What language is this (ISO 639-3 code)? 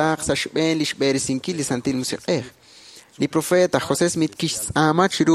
kek